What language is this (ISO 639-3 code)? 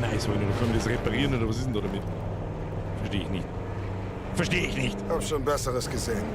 bar